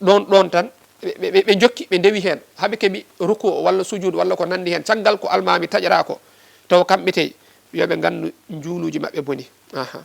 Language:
Fula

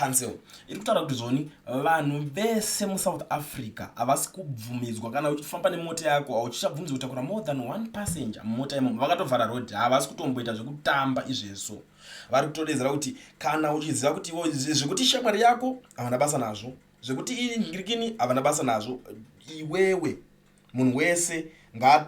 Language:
Shona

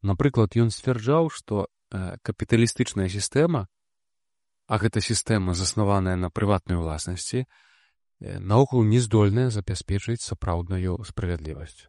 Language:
Belarusian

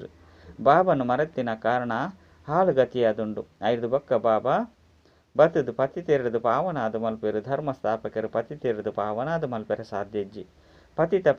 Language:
Tulu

